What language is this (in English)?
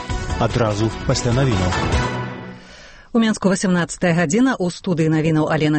Belarusian